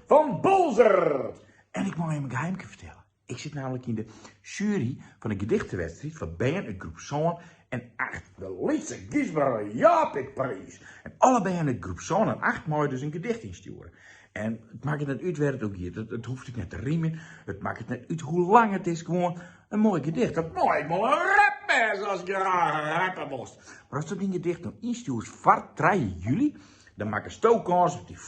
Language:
Western Frisian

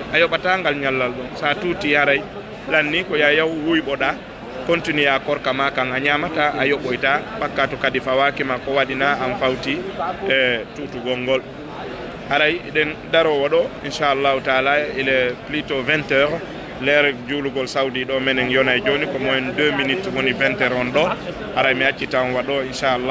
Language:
Fula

